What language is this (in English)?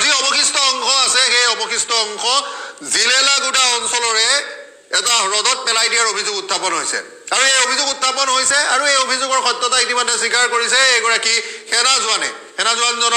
Assamese